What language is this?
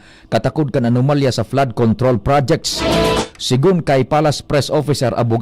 Bikol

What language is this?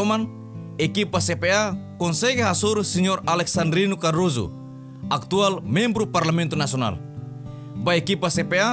Tetum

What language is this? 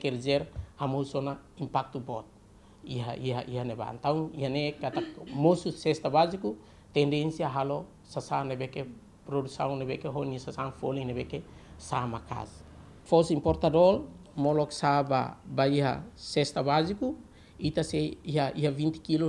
Tetum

